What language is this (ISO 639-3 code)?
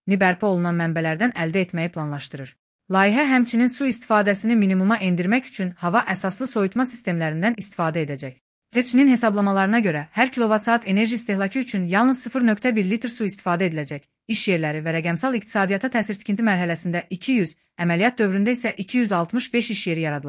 aze